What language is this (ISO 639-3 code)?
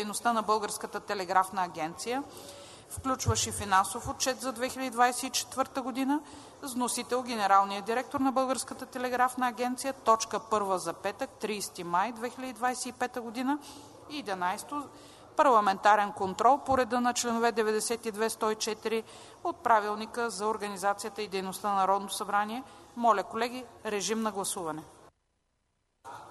bul